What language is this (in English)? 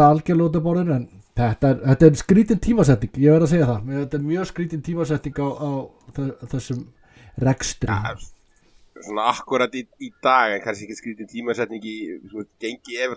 Icelandic